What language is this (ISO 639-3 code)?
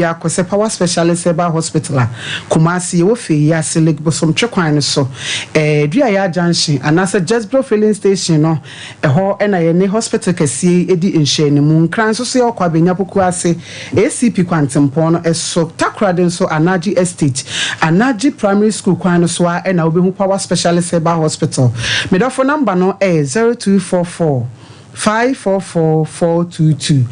aka